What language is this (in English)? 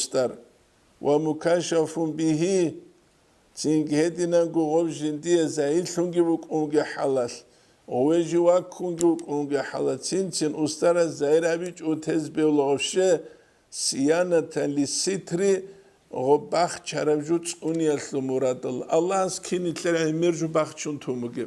Avaric